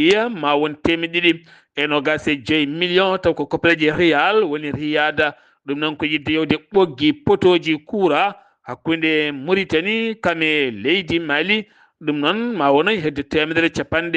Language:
Fula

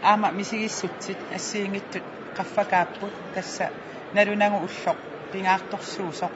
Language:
Kalaallisut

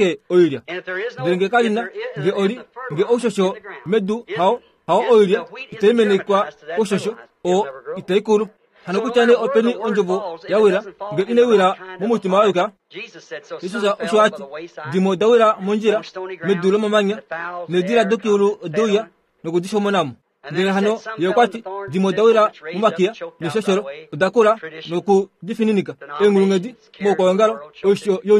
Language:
Kuanyama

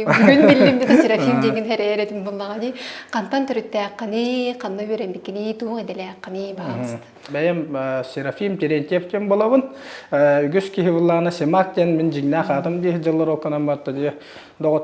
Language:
Yakut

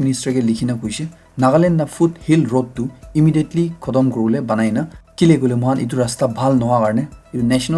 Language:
Naga Pidgin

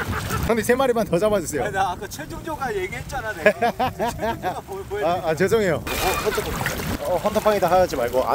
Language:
Korean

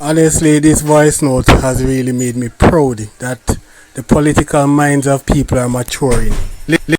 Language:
Jamaican Creole English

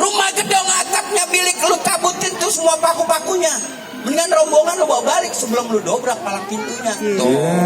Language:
Betawi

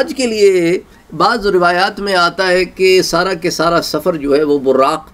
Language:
Urdu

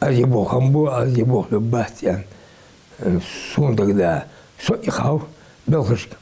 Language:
Ingush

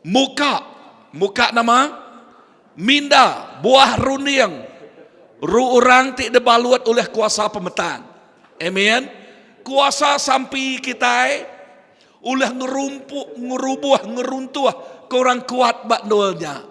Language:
Iban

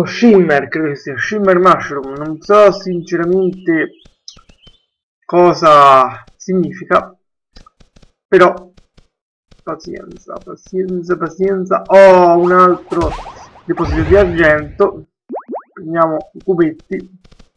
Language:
Italian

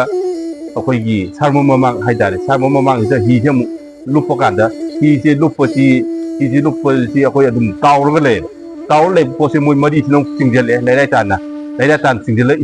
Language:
Manipuri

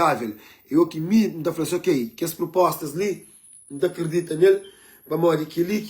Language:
Kabuverdianu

